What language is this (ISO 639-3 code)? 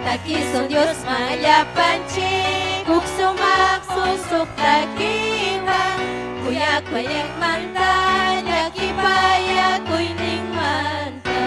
quy